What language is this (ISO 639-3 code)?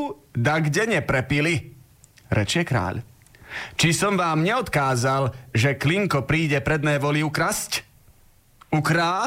slk